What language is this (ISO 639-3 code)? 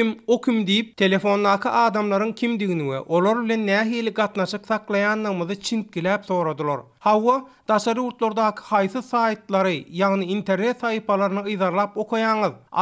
tuk